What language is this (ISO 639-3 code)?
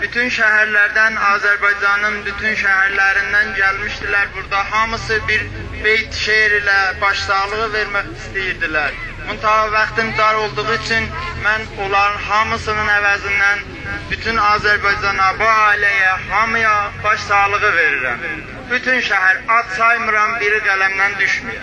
azb